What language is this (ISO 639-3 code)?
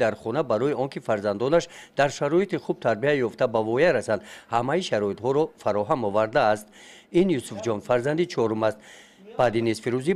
tgk